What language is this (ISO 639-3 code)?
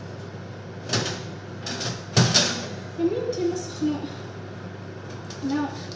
aeb